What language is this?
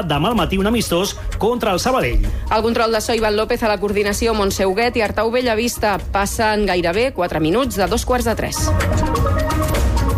Catalan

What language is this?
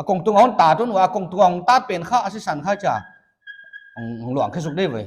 Paite Chin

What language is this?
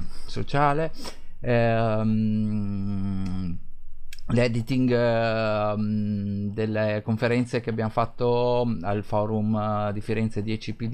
Italian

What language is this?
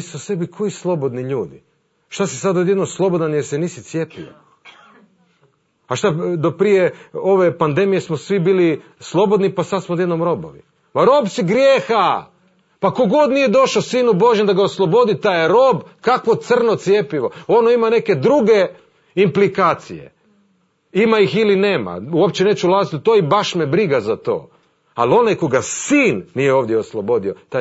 Croatian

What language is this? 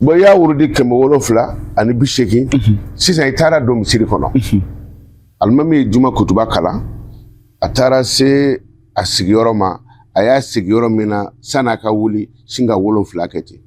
Bambara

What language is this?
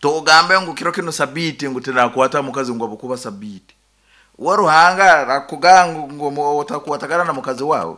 Nyankole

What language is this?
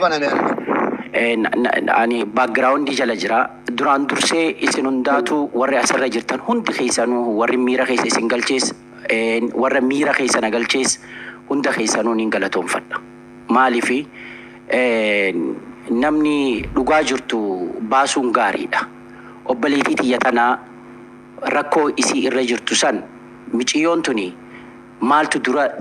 Oromo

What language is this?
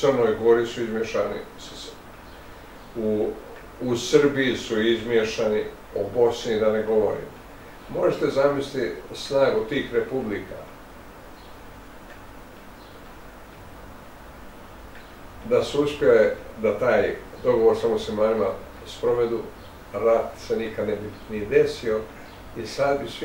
Bosnian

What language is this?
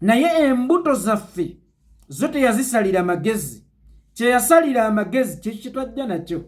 Ganda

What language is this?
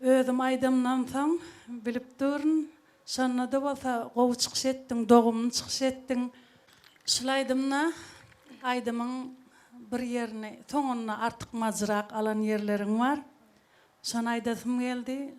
Turkmen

